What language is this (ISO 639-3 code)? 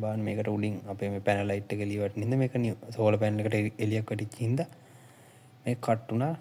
sin